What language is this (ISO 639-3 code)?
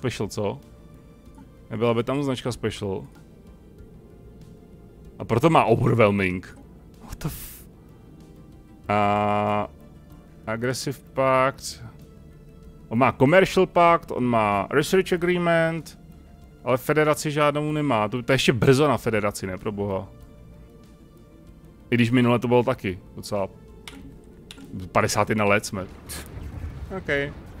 ces